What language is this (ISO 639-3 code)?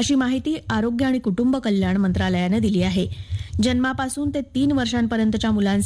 mar